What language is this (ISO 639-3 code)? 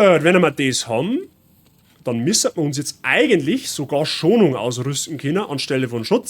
bar